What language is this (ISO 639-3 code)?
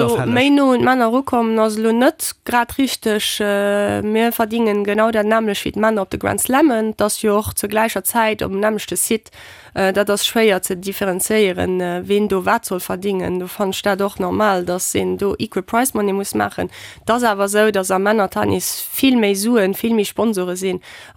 ltz